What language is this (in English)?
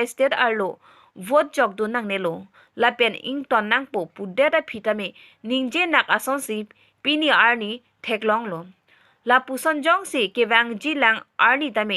Karbi